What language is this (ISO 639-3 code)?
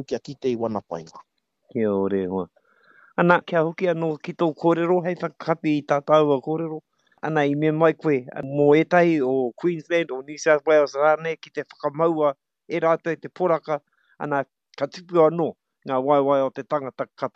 mri